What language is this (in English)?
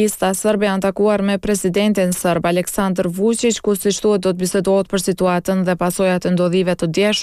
Albanian